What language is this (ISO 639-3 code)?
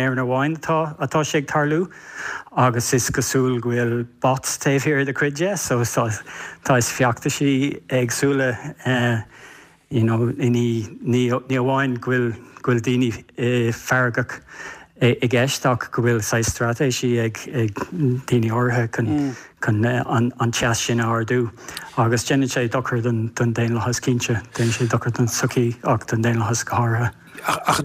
gle